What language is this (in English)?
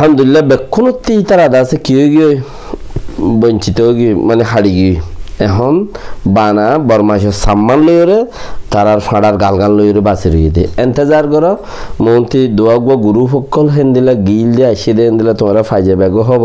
Rohingya